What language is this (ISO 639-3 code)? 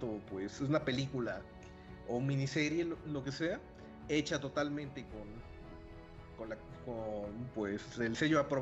spa